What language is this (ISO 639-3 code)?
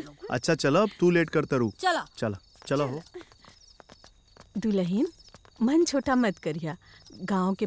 bho